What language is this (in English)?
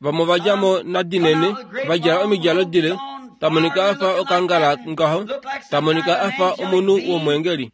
Kuanyama